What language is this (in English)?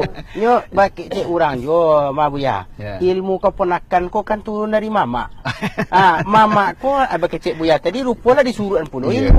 Minangkabau